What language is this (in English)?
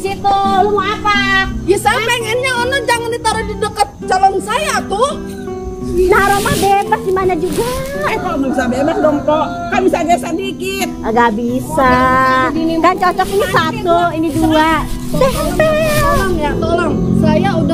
Betawi